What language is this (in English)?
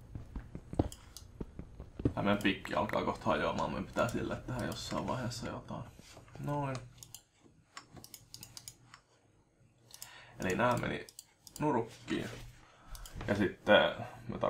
Finnish